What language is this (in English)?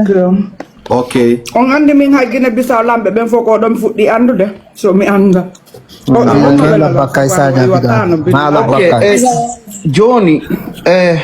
Fula